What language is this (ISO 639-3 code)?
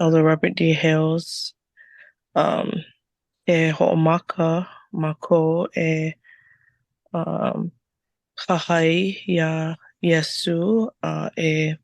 haw